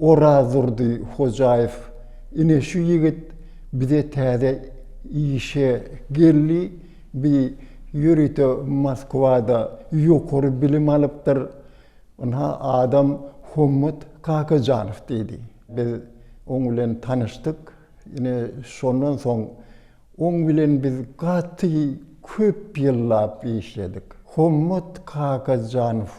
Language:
Turkmen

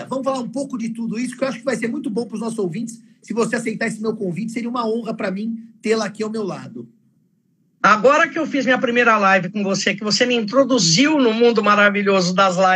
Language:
Portuguese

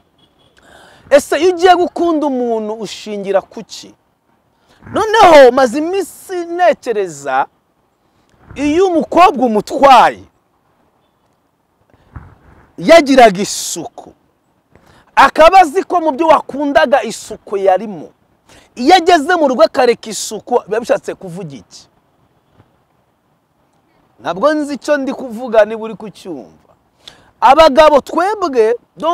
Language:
Kinyarwanda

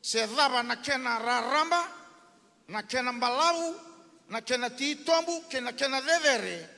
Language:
Fijian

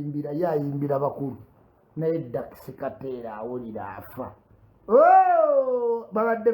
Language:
Ganda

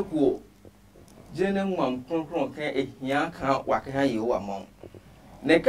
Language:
Adangme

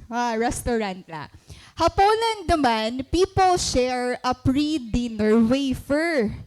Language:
Waray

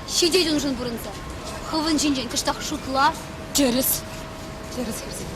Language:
Chuvash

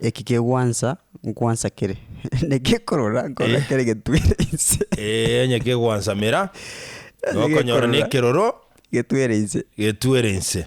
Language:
Gusii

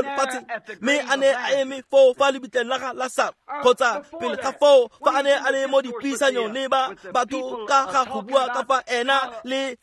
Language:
Tswana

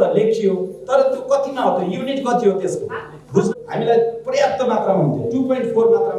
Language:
Nepali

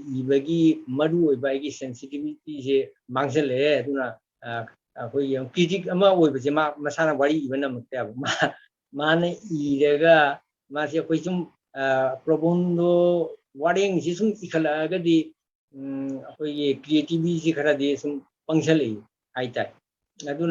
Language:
Manipuri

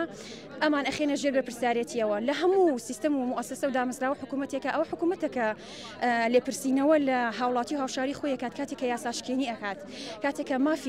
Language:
Central Kurdish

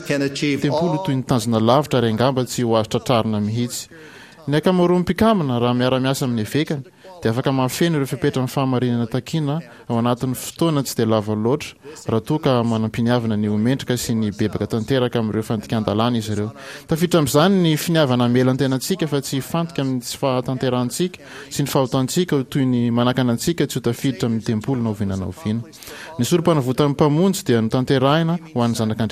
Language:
Malagasy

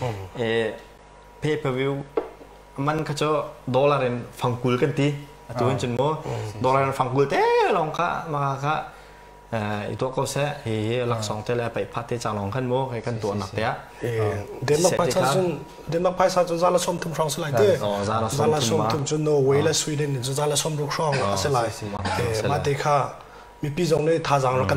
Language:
Hakha Chin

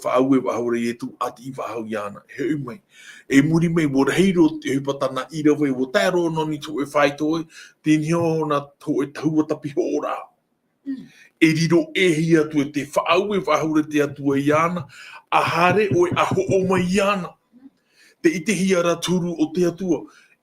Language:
Tahitian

